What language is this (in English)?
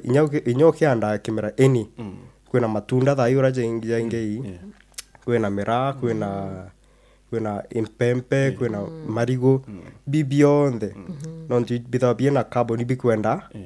Meru